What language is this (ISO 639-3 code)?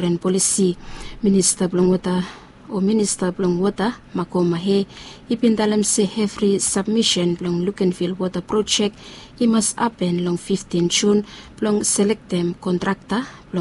bis